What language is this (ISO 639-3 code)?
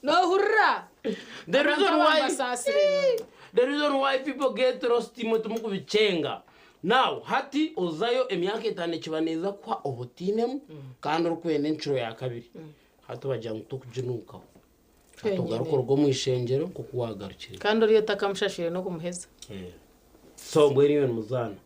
nyn